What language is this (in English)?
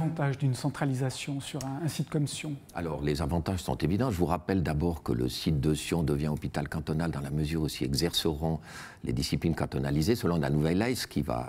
French